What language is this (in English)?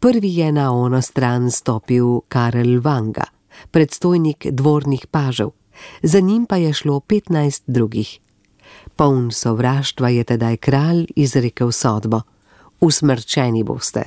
Slovenian